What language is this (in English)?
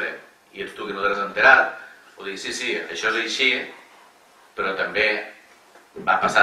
Catalan